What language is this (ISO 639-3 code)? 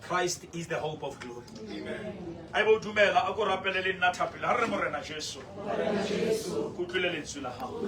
sot